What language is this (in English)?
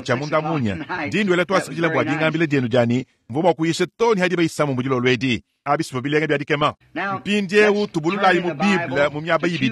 Luba-Lulua